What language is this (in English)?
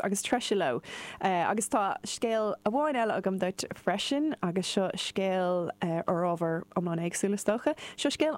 Irish